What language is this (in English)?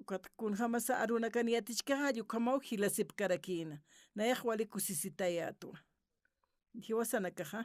Aymara